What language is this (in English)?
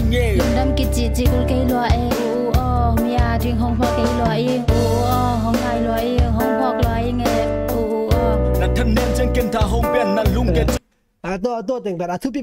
Tedim Chin